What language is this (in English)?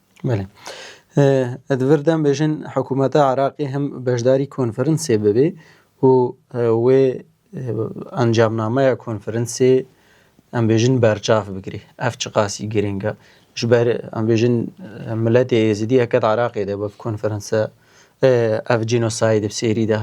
Kurdish